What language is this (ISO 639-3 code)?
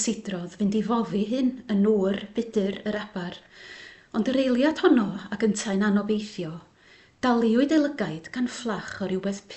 cym